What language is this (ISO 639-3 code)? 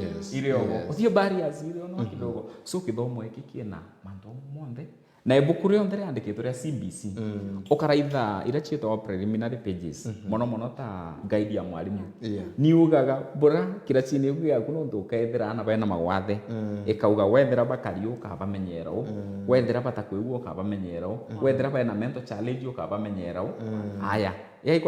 mer